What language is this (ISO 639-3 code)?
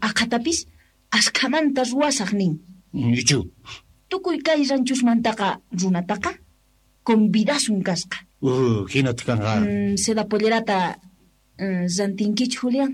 quh